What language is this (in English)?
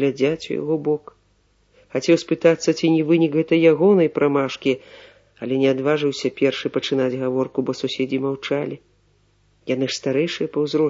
Belarusian